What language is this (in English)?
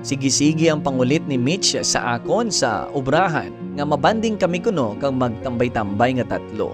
Hiligaynon